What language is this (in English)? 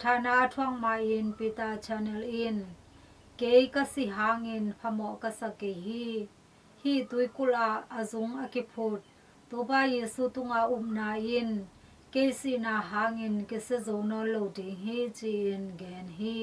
Tedim Chin